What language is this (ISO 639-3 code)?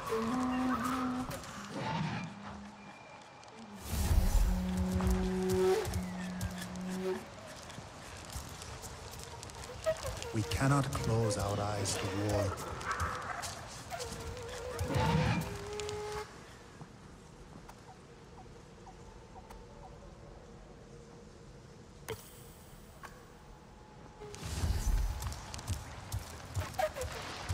eng